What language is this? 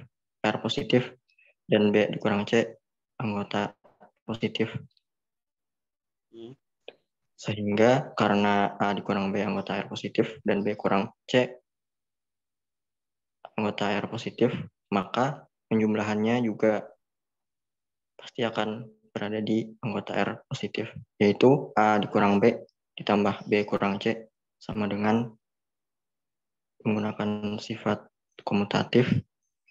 Indonesian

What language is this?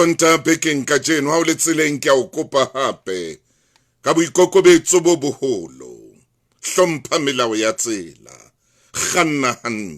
Southern Sotho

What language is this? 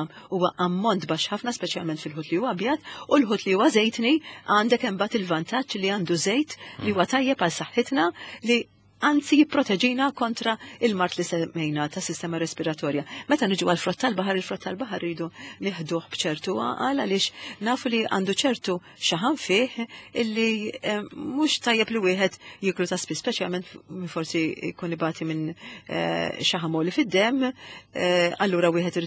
Maltese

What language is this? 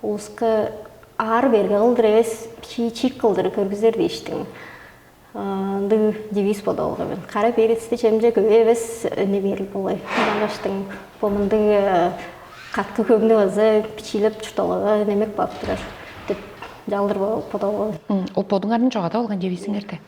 Tuvinian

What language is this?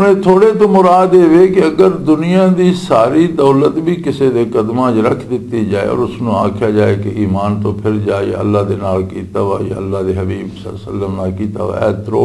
Western Panjabi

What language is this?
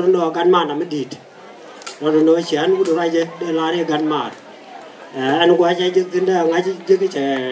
Nuer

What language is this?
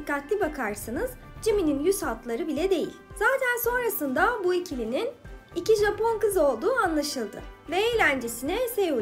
Turkish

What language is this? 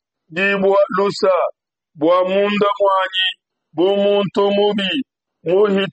Luba-Lulua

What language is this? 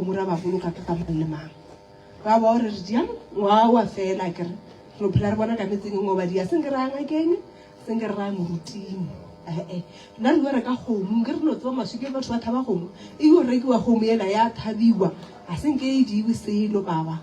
Northern Sotho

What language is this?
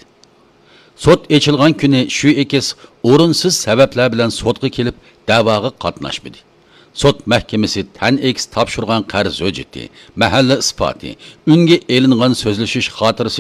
Uyghur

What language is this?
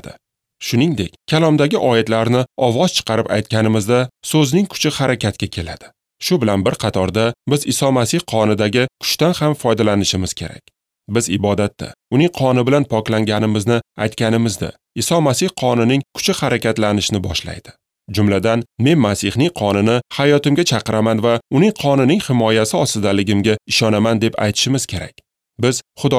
Uzbek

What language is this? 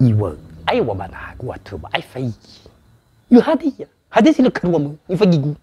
Nias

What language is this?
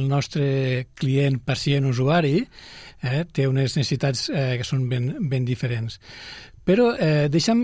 Catalan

